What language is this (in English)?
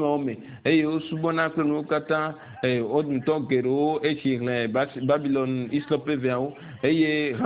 Ewe